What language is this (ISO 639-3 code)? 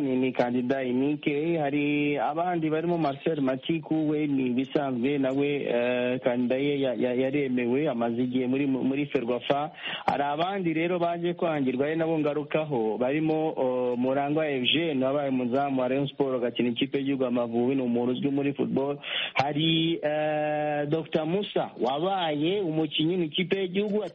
kin